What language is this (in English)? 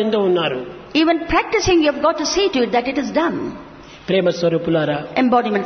Telugu